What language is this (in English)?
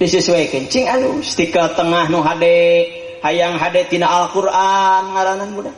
Sundanese